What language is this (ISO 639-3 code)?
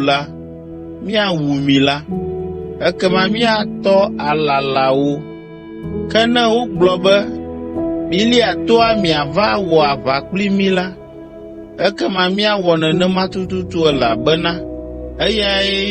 ewe